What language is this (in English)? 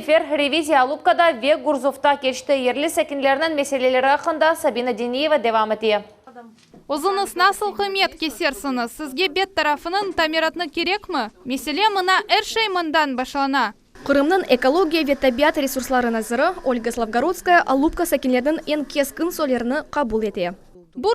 Crimean Tatar